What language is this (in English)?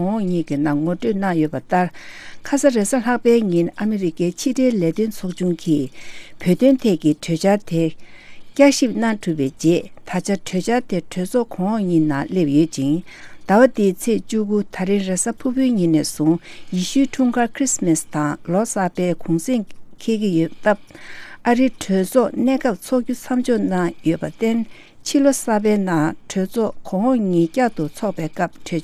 Tibetan